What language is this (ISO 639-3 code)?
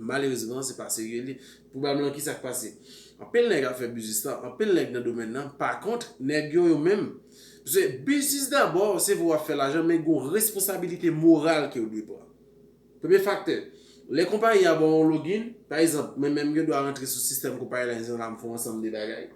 hat